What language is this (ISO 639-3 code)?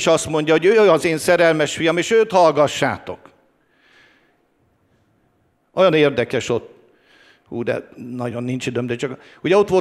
hun